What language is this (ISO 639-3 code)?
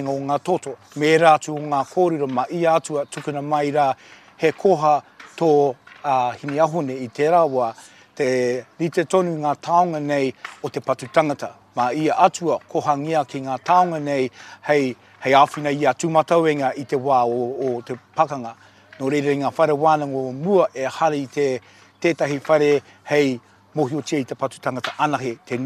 mri